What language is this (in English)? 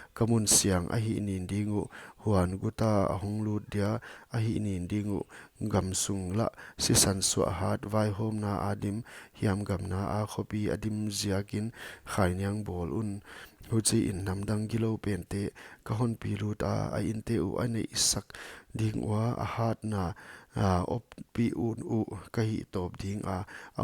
Paite Chin